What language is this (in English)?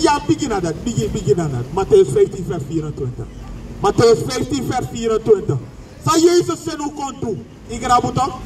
Sranan Tongo